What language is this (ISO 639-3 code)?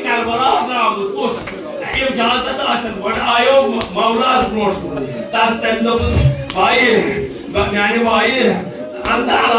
kas